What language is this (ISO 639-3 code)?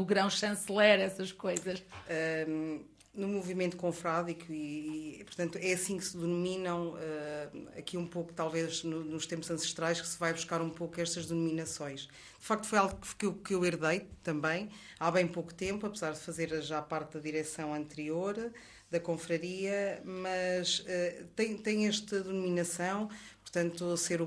por